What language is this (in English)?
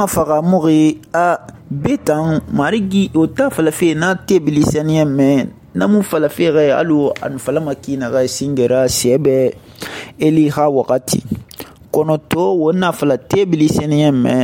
Susu